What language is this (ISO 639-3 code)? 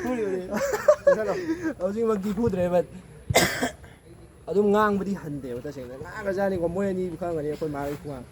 mni